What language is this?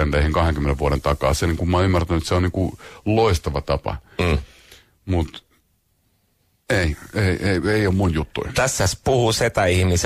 Finnish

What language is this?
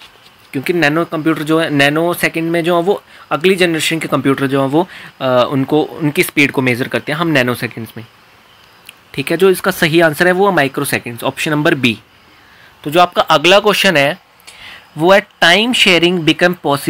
Hindi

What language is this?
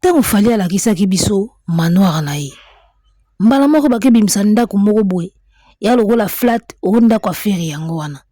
Lingala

